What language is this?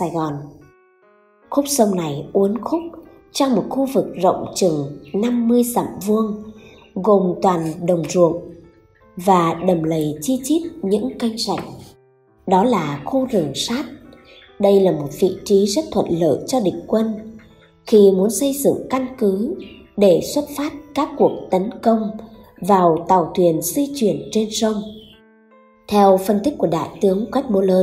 Vietnamese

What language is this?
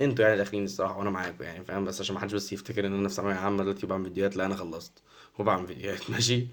Egyptian Arabic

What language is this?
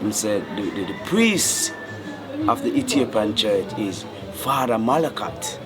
Jamaican Creole English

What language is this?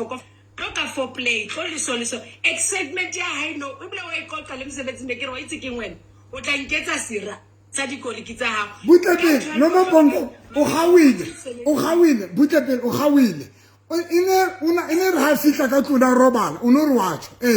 Southern Sotho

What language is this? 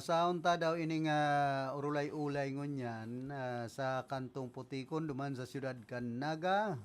Bikol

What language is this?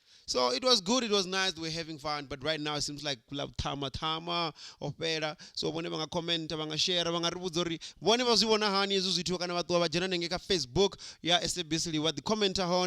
Venda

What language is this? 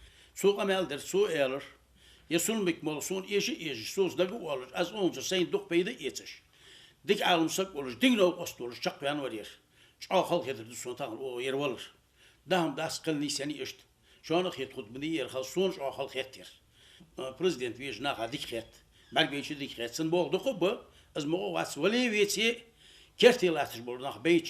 Ingush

